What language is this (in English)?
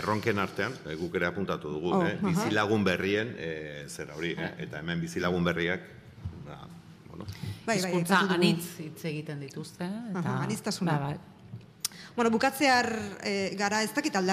Basque